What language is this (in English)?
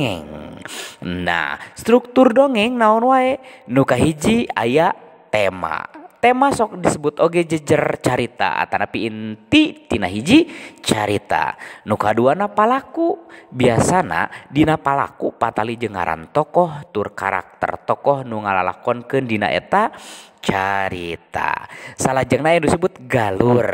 Sundanese